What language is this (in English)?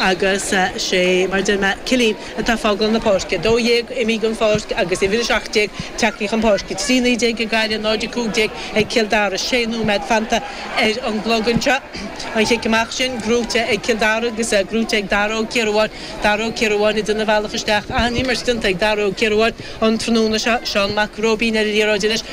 Irish